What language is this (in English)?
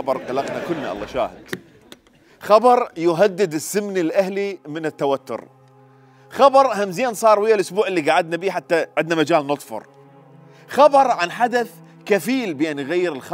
Mesopotamian Arabic